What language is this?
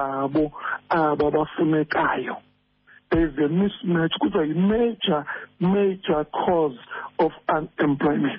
Xhosa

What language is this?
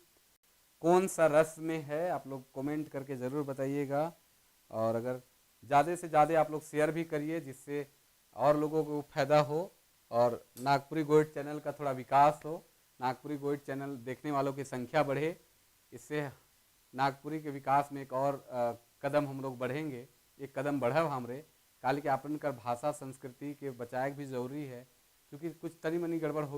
Sadri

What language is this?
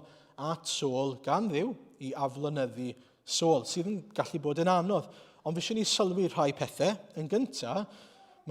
Welsh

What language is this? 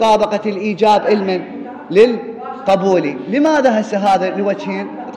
Mesopotamian Arabic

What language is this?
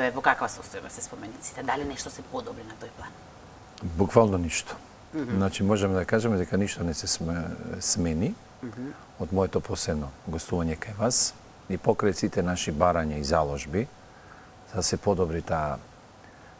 Macedonian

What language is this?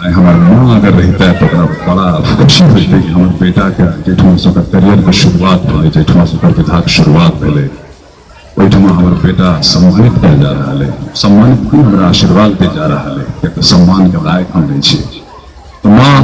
Maithili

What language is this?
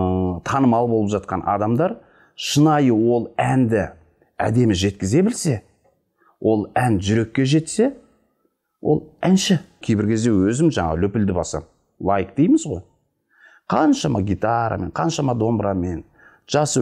Kazakh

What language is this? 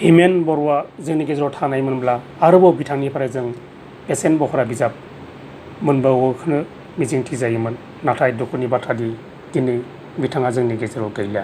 Bodo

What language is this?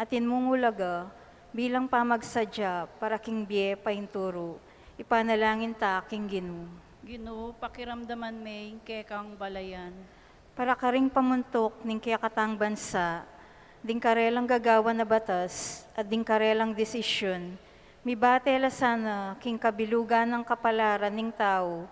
Pampanga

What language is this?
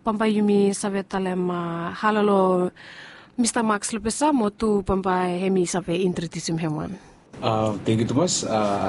Bislama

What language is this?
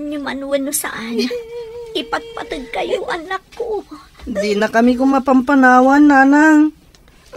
Iloko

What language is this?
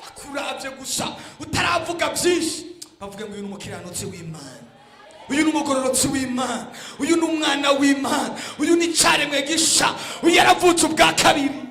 Rundi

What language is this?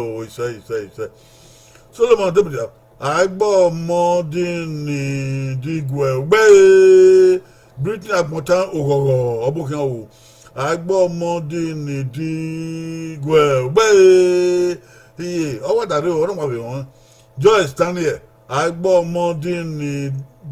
Bini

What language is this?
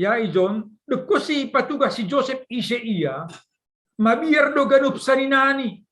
Batak Simalungun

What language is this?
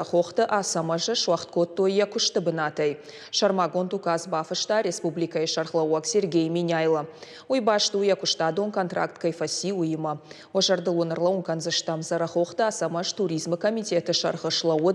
Ossetic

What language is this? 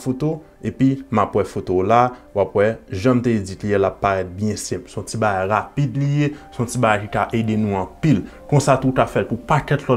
Haitian Creole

